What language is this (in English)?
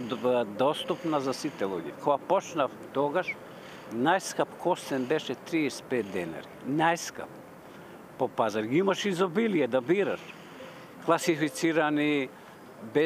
Macedonian